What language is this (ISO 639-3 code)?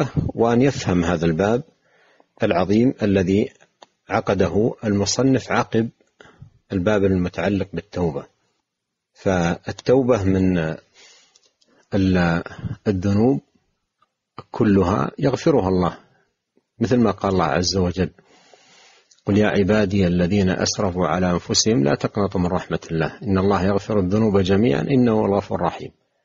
ara